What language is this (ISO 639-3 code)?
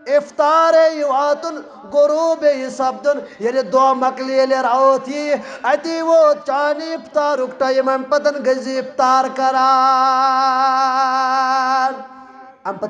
kas